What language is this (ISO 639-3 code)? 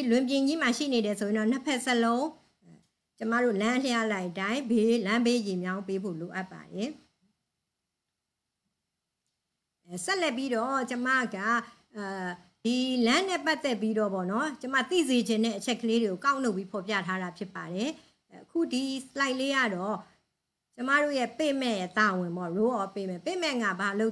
mya